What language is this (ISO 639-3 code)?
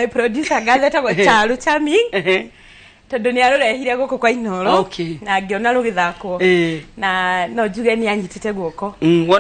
kik